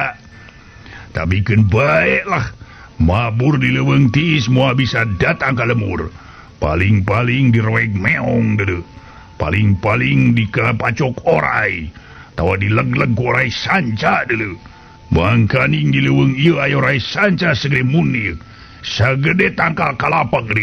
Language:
Sundanese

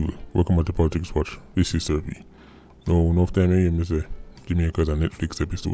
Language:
Jamaican Creole English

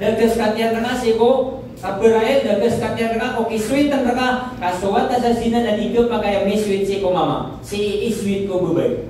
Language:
Maranao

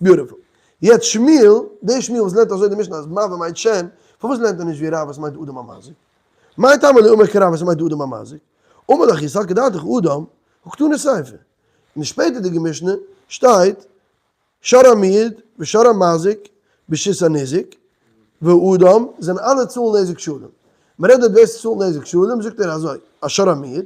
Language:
Yiddish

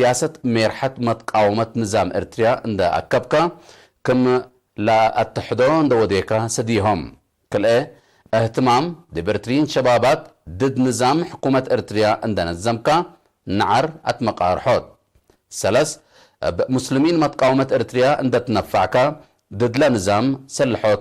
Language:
Tigre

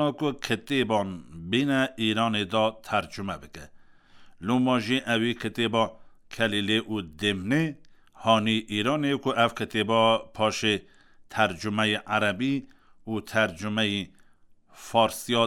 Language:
Kurdish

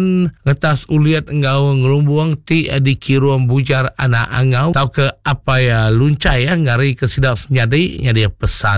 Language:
Iban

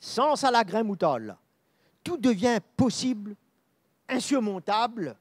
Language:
Morisyen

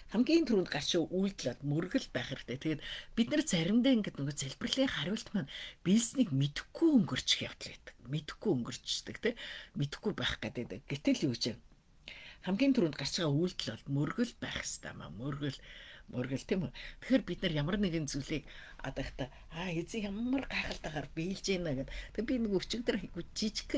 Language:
Mongolian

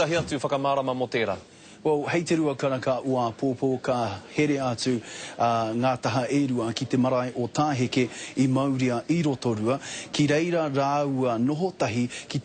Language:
Māori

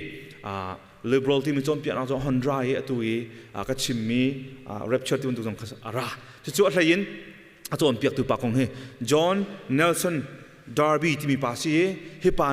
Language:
Hakha Chin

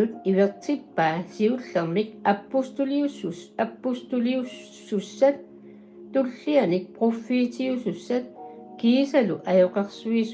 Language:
Kalaallisut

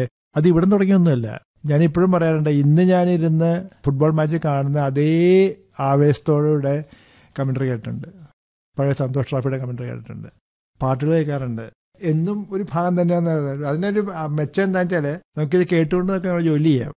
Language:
Malayalam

